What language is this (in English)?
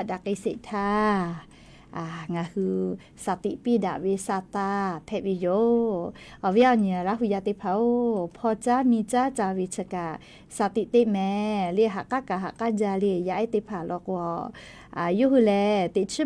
Lahu